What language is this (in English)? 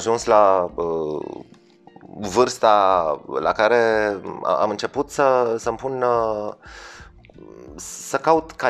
Romanian